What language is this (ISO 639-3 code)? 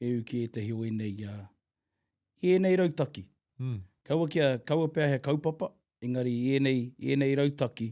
mri